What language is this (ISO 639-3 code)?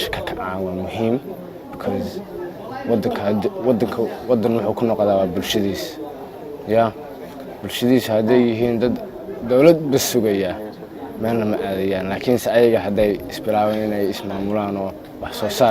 som